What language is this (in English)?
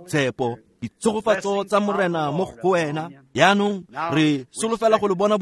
Tswana